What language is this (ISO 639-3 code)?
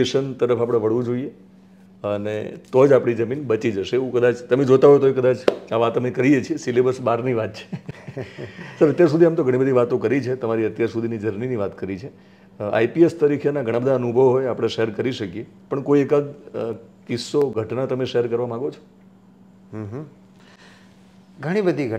guj